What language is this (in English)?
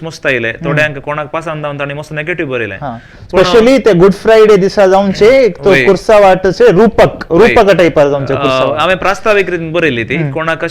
Konkani